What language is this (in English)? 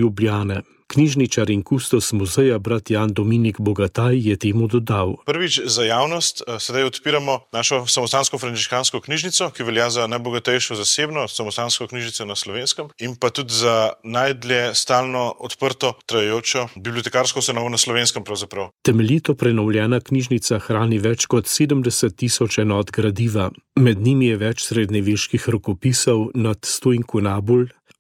Slovenian